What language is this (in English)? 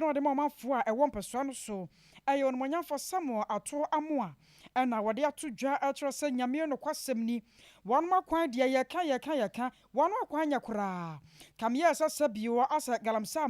Akan